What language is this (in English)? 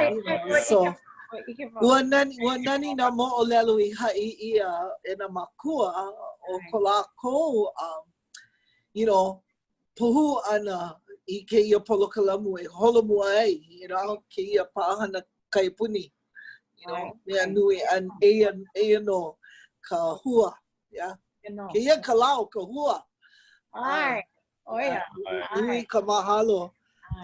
Hawaiian